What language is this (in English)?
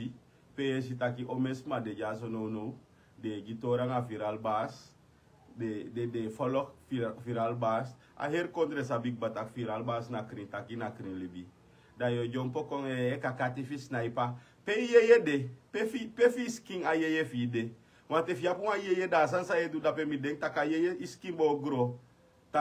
Sranan Tongo